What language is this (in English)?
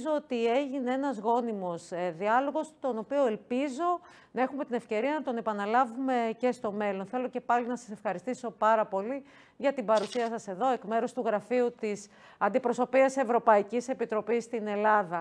Greek